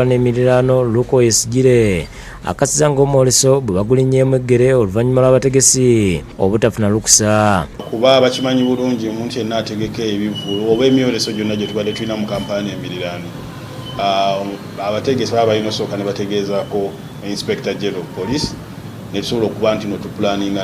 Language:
Ganda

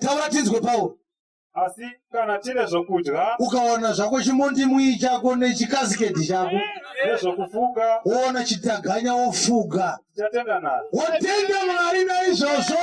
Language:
Shona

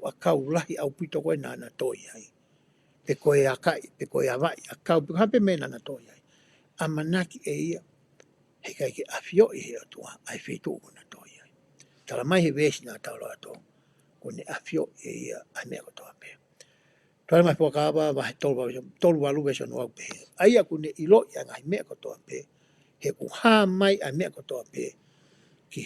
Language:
Tongan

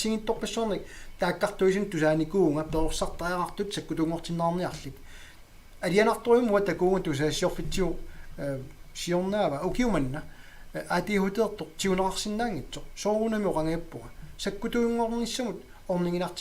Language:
Kalaallisut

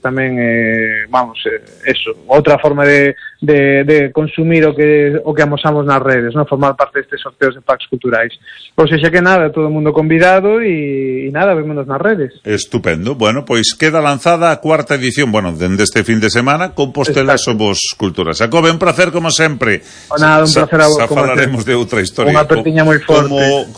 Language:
Galician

